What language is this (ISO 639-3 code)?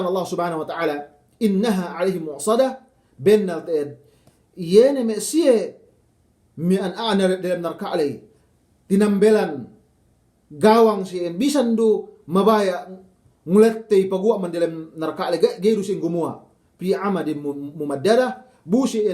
yka